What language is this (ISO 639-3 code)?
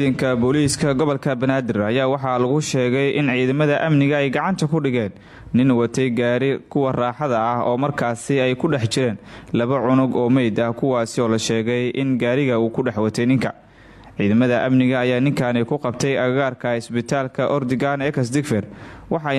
som